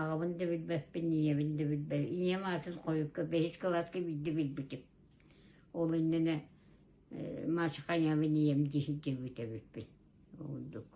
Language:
Yakut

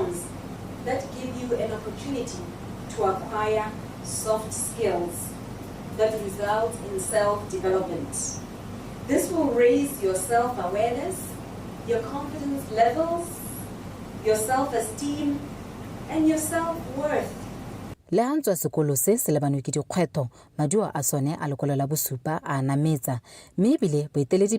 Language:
Tswana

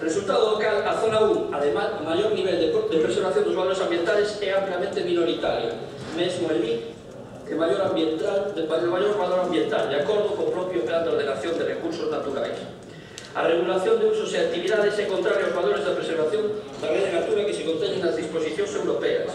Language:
Galician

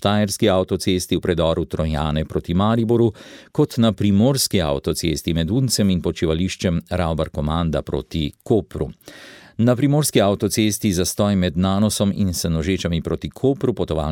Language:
Slovenian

